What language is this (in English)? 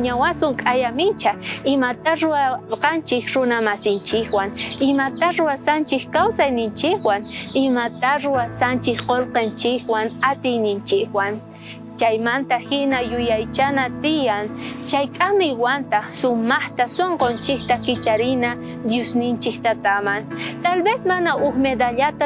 South Bolivian Quechua